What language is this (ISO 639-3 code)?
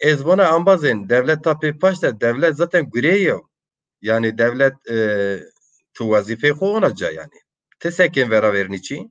zza